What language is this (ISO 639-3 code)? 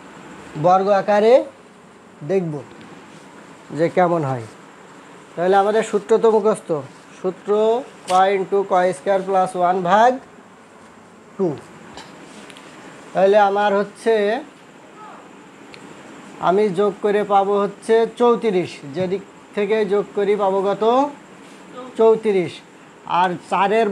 ben